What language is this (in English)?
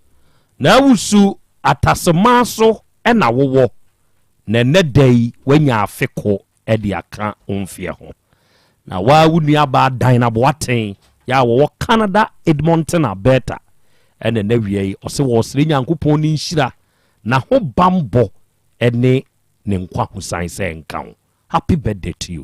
Akan